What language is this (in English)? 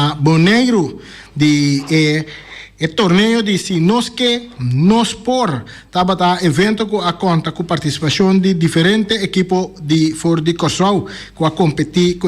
Papiamento